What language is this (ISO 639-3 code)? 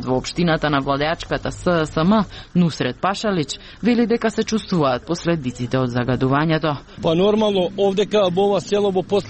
mkd